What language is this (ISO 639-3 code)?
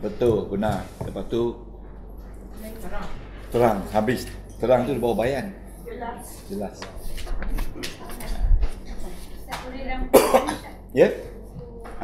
msa